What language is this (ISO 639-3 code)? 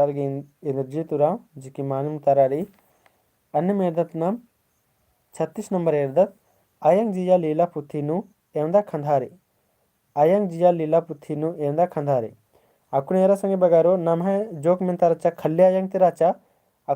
kru